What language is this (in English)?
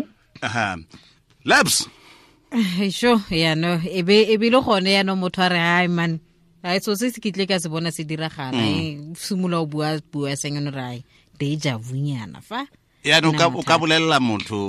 Tswana